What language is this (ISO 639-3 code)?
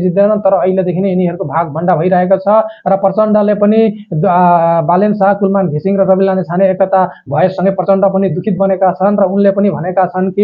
nep